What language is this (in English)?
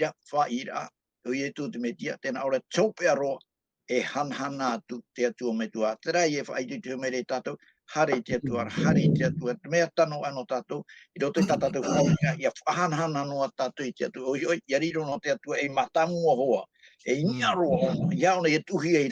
Tahitian